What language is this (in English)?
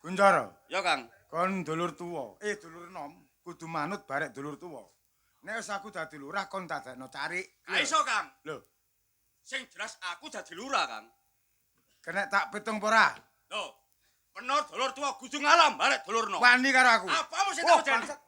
Javanese